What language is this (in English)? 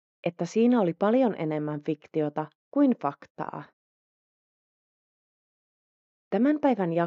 Finnish